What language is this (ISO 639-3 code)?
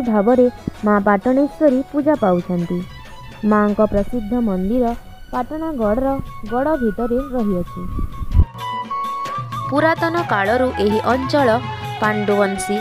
ori